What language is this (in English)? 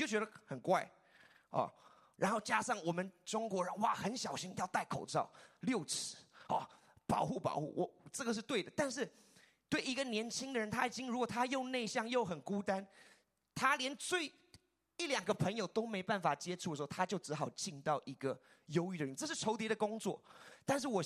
Chinese